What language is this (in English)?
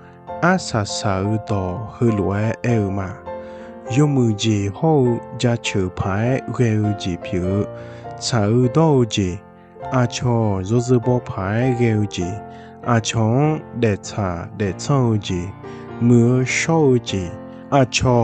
Akha